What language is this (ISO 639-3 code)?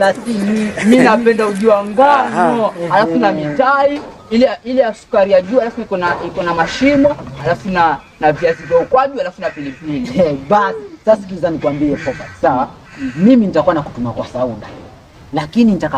swa